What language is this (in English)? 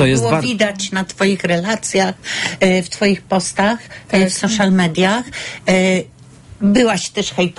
Polish